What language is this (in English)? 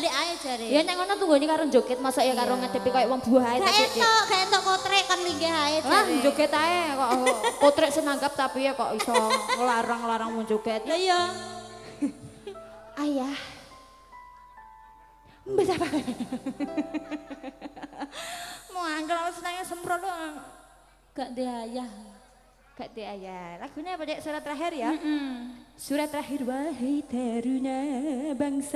Javanese